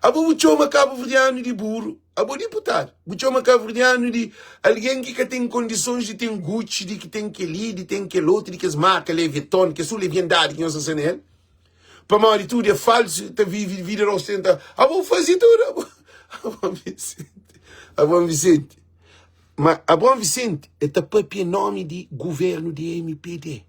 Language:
Kabuverdianu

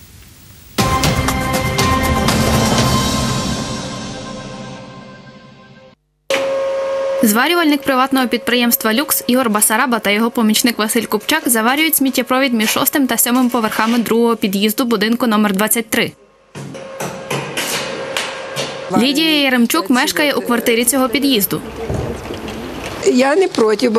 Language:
Ukrainian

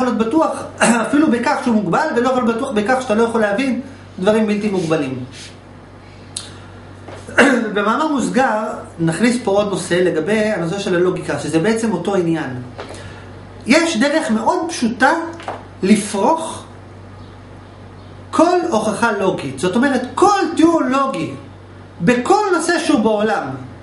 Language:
Hebrew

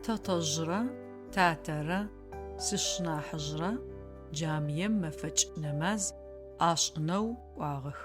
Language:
Adyghe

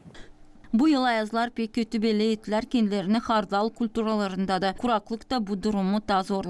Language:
Gagauz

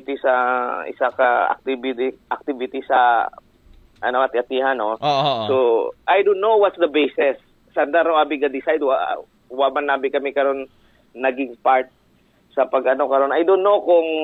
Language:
Aklanon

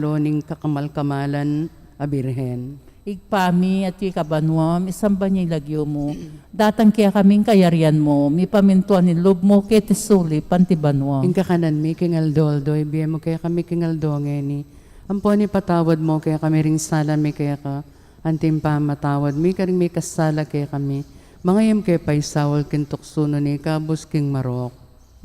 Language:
Pampanga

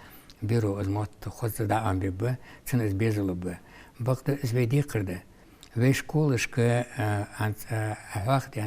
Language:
Ingush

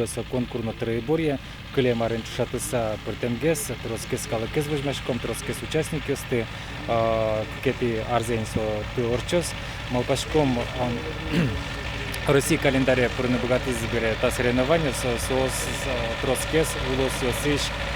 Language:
Udmurt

